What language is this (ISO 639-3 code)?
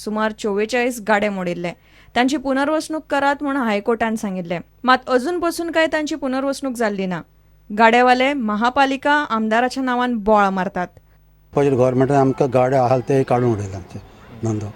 kok